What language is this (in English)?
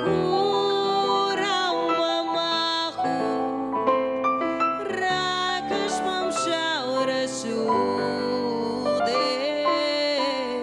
Ossetic